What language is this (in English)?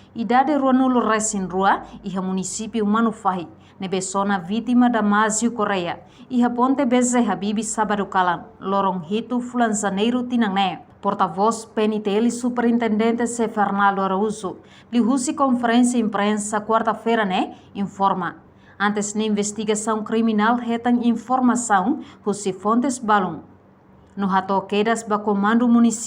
Tetum